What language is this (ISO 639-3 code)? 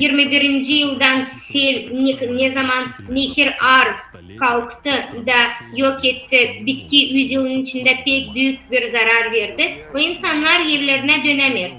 gag